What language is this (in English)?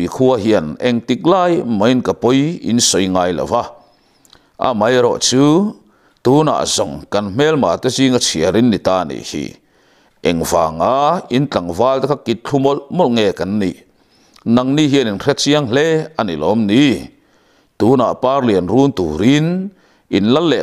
Mizo